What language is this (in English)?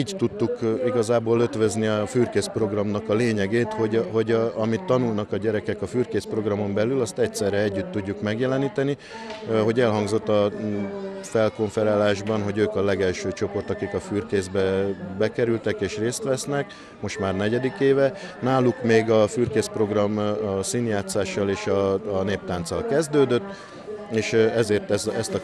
Hungarian